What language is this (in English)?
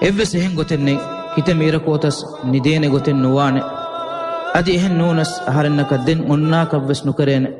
Divehi